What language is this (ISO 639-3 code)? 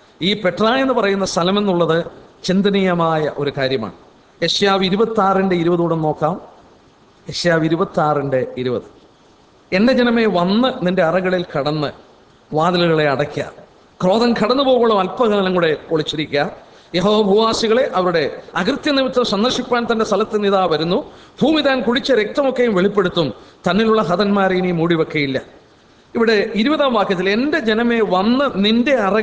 mal